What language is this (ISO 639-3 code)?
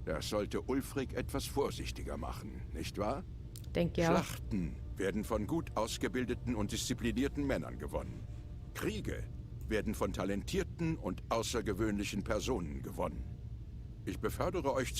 gsw